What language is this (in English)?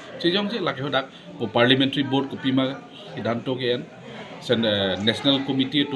Karbi